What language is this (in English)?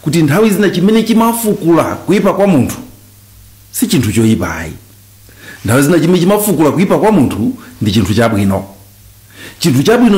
Nyanja